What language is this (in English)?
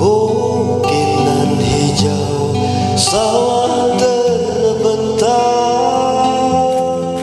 Musi